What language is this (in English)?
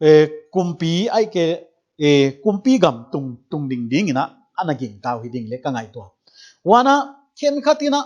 Paite Chin